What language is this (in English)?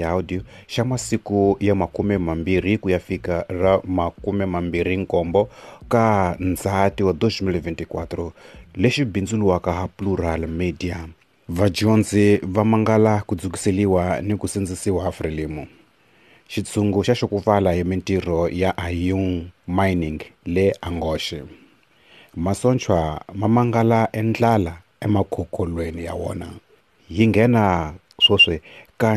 Tsonga